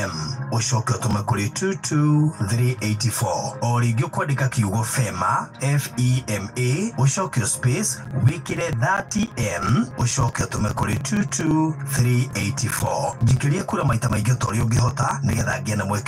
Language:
Kikuyu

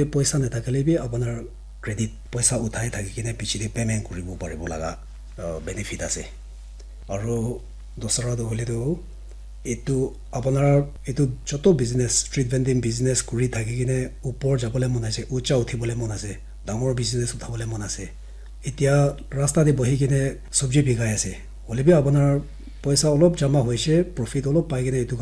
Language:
Naga Pidgin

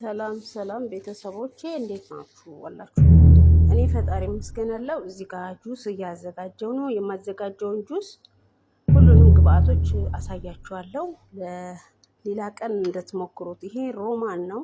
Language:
Amharic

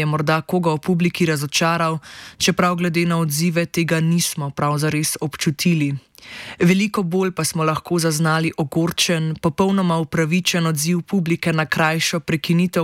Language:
Slovenian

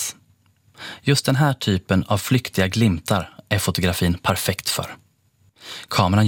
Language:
Swedish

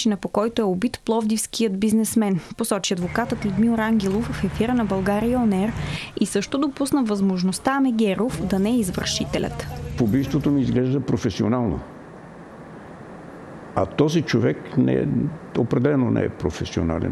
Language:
Bulgarian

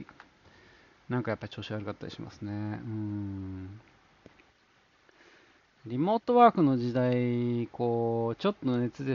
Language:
Japanese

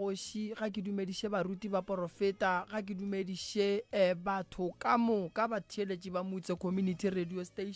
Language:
Northern Sotho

